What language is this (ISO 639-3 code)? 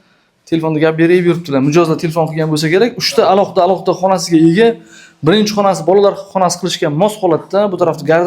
uzb